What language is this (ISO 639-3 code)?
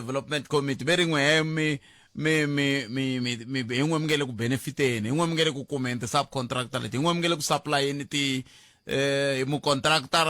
tso